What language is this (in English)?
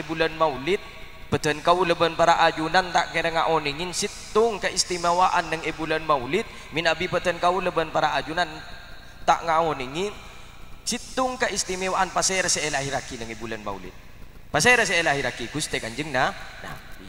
Madurese